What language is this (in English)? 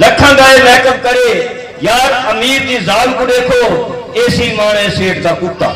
Saraiki